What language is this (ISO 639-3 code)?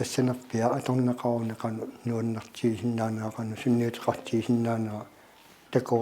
kal